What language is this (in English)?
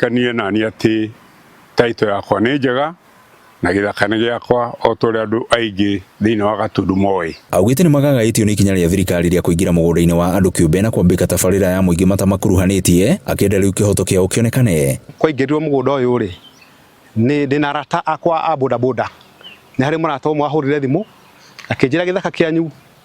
Kikuyu